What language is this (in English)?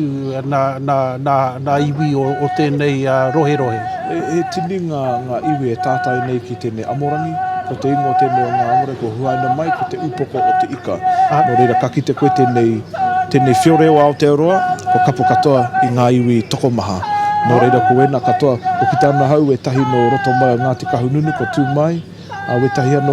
Māori